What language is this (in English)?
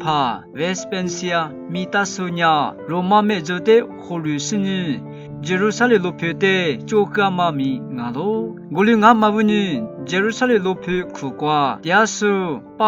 Lisu